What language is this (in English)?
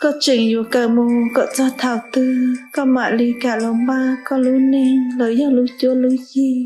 Hmong